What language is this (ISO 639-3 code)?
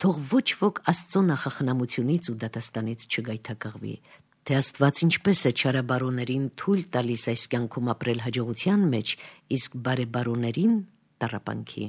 hye